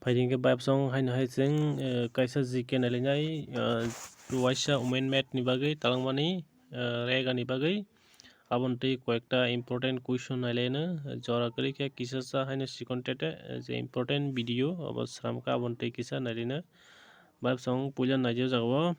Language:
Kok Borok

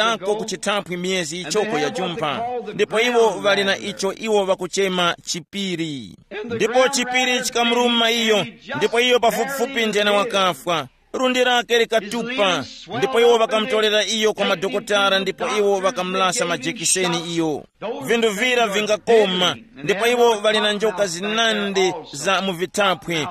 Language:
Tumbuka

